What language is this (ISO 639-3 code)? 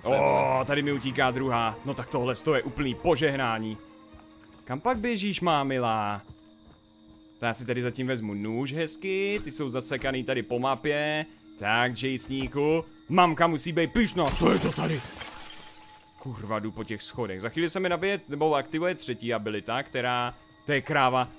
ces